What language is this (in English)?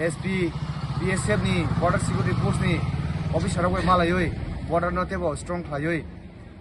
Kok Borok